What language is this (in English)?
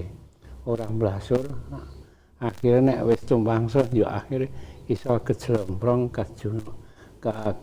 Javanese